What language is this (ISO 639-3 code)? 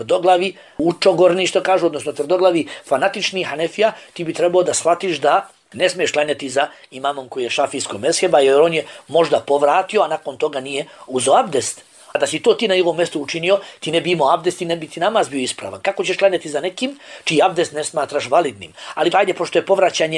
bos